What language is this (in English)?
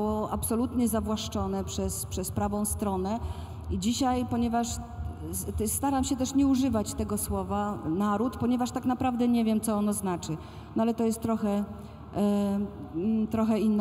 Polish